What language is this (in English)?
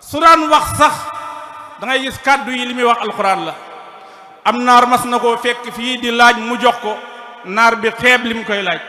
Wolof